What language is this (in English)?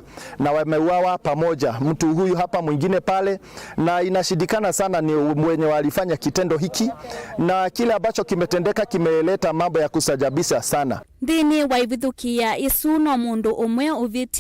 Kamba